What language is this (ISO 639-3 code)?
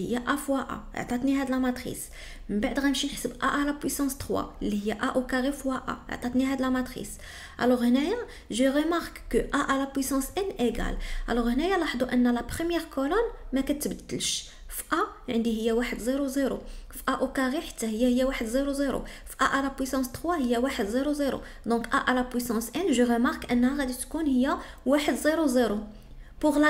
ary